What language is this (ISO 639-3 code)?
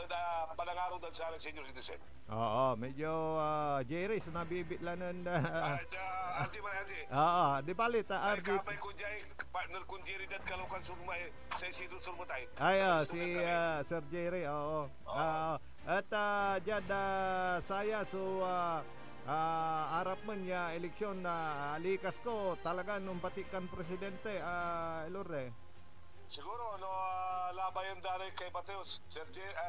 pag